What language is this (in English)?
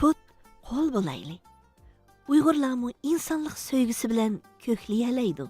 Uyghur